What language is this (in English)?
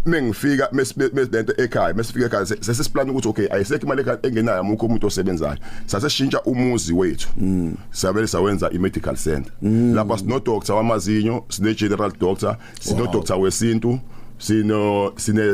Zulu